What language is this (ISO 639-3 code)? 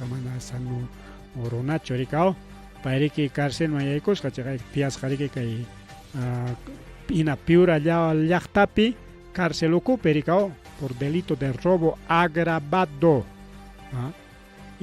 quy